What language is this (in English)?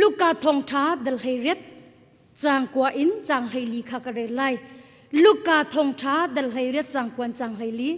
Hakha Chin